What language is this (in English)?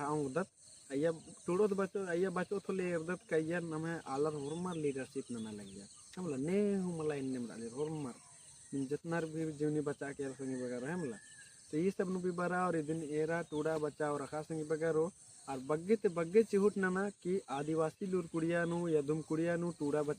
Kurukh